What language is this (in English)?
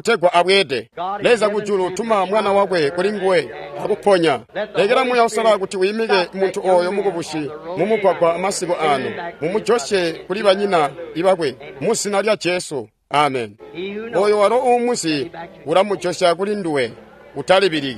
Tonga (Zambia)